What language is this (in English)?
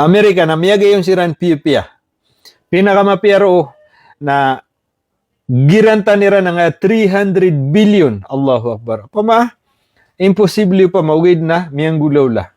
Maranao